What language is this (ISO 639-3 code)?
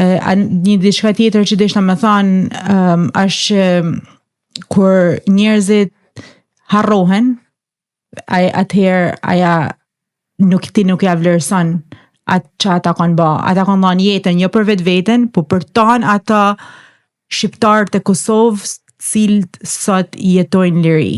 sqi